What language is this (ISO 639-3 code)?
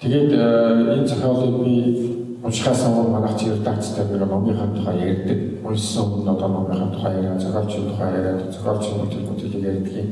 mon